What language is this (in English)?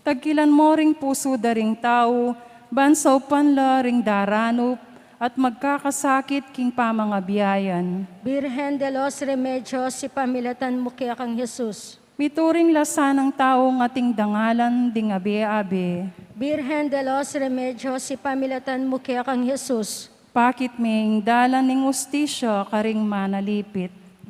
Pampanga